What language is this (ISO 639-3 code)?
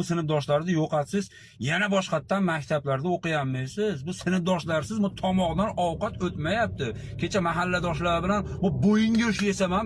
uzb